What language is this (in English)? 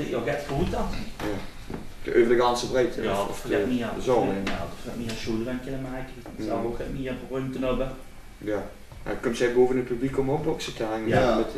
Limburgish